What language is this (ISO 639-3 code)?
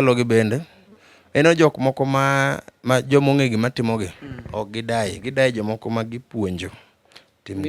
luo